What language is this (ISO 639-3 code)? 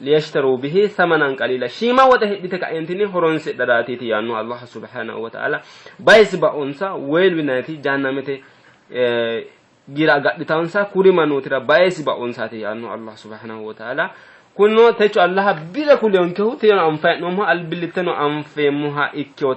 sid